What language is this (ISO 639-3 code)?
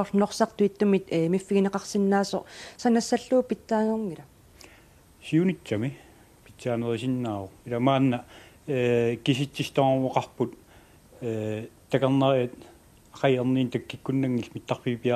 kal